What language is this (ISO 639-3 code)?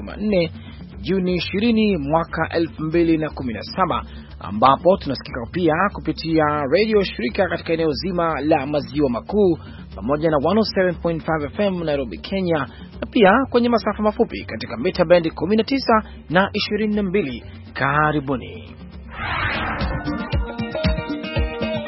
swa